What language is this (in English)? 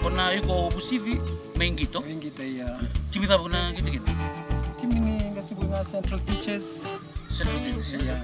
Fijian